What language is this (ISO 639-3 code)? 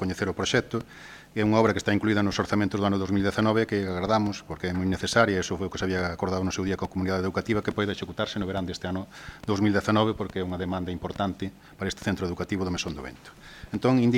glg